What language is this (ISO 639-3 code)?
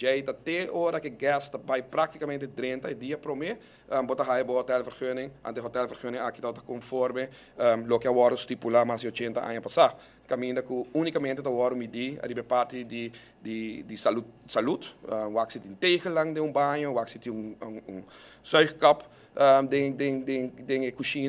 pap